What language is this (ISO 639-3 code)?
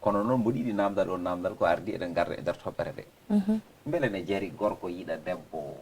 ful